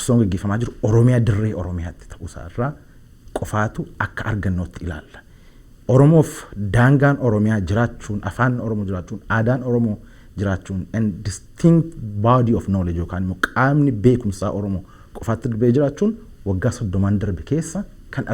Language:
Oromo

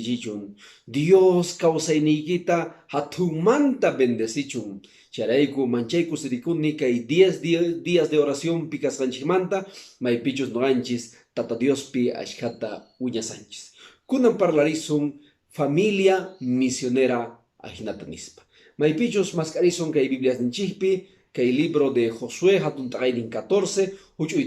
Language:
Quechua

